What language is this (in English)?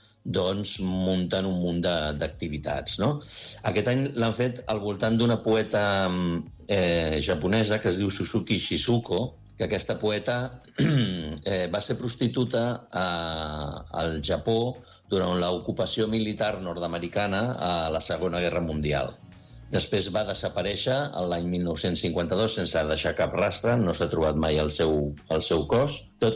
Catalan